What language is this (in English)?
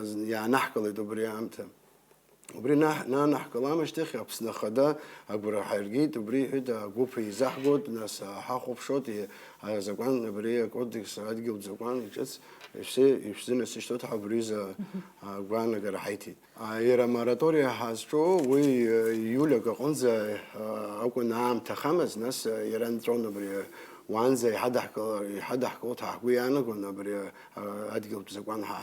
Abkhazian